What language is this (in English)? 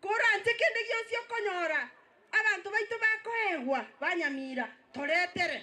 Gusii